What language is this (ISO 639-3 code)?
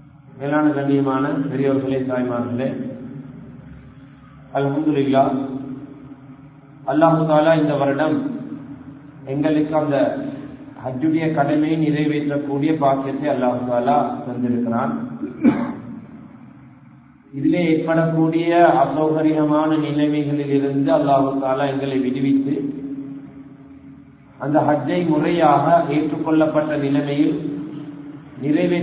tam